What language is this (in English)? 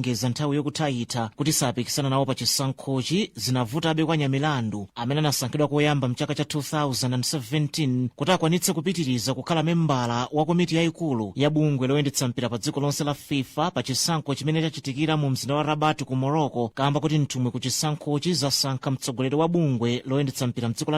Nyanja